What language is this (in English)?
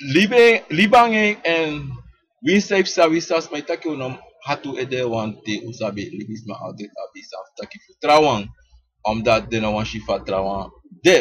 Sranan Tongo